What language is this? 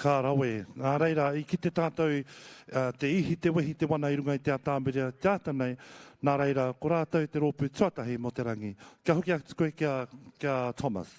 Māori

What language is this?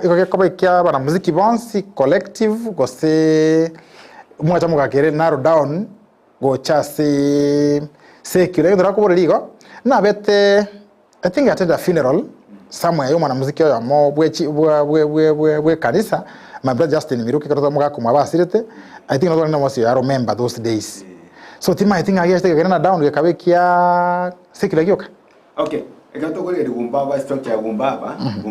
Gusii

